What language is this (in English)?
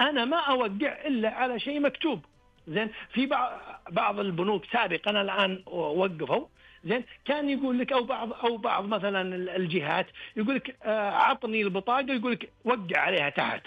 Najdi Arabic